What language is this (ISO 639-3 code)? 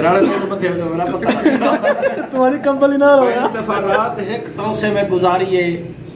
skr